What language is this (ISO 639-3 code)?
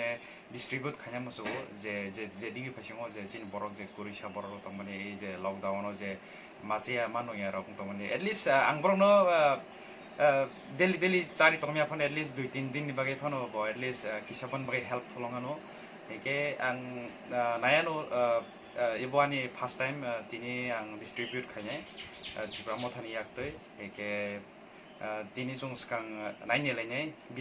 trp